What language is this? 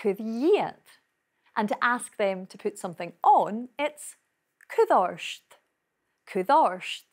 Scottish Gaelic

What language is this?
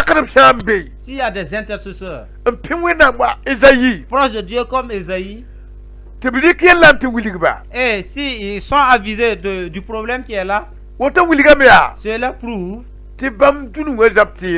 Mossi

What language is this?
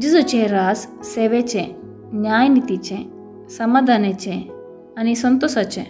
Konkani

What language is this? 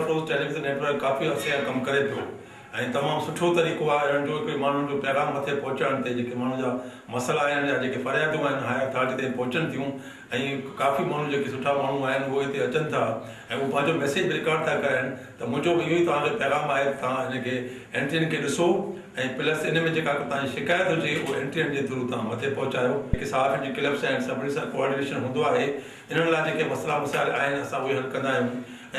Sindhi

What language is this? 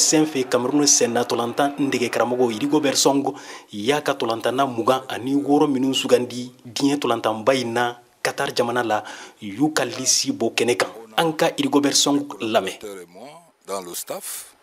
Bambara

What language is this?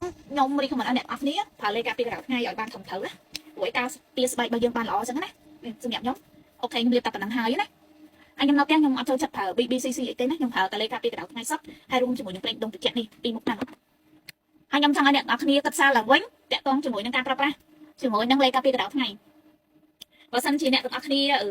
Khmer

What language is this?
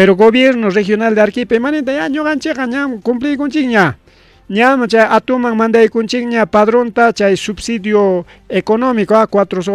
Ayacucho Quechua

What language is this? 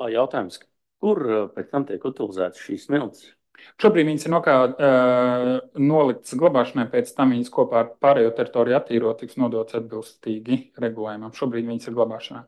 Latvian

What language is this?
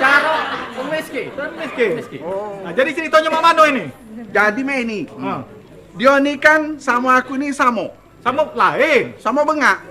Musi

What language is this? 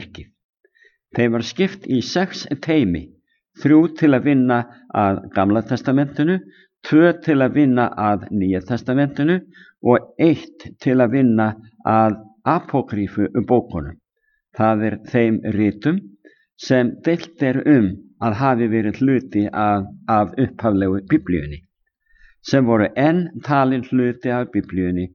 Icelandic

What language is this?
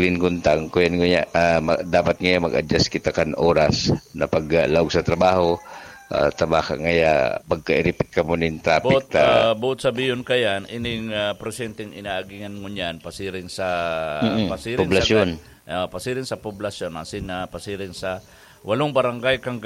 Bikol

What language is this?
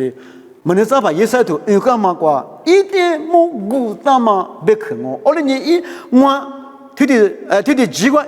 Lisu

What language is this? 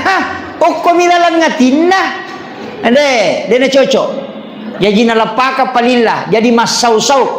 Buginese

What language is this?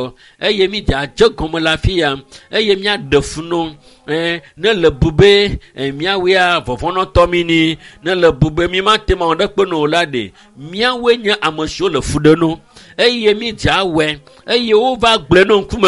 Ewe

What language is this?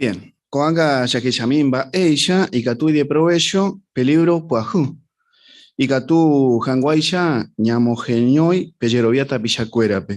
Guarani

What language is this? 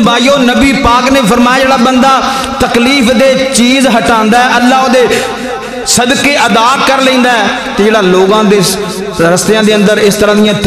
Western Panjabi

